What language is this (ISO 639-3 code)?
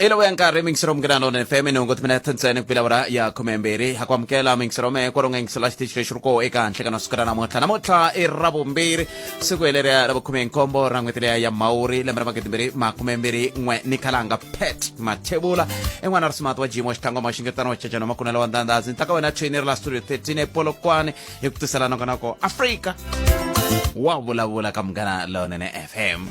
tso